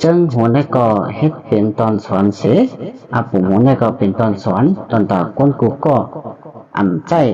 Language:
Shan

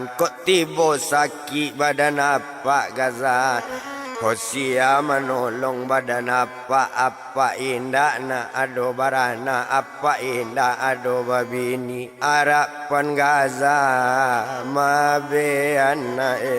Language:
Minangkabau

